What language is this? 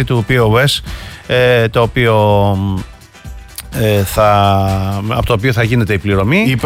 Greek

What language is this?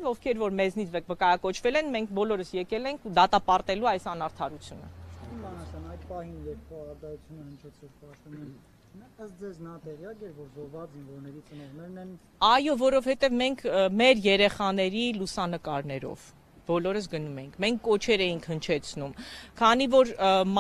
Armenian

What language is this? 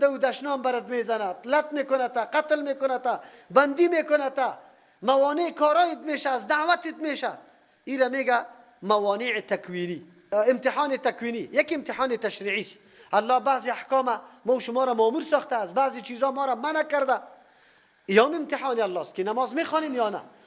Persian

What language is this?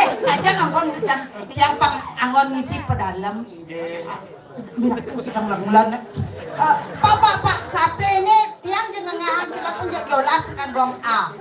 Balinese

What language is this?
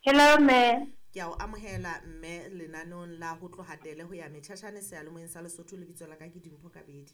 Southern Sotho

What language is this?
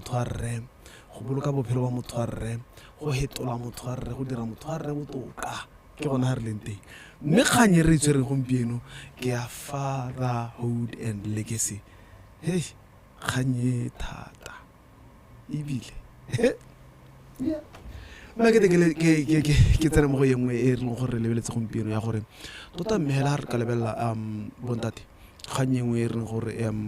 Tswana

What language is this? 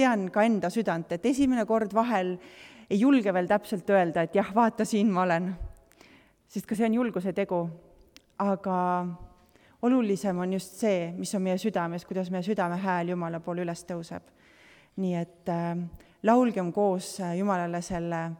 Estonian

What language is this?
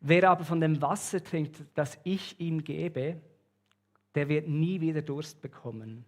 Swiss German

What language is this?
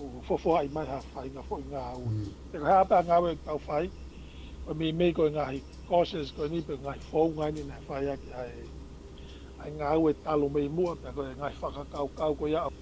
Tongan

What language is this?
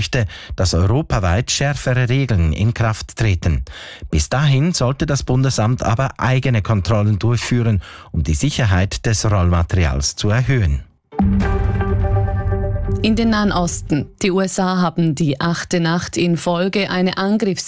German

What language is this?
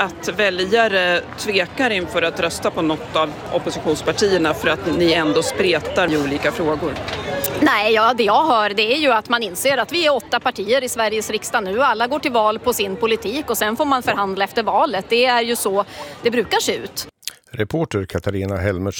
Swedish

